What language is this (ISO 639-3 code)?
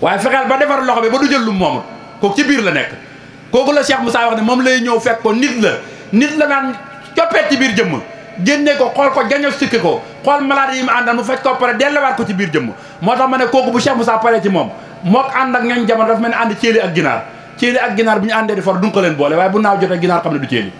wol